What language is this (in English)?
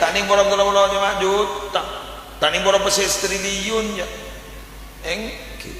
Madurese